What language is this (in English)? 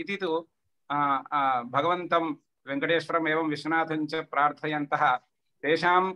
Sanskrit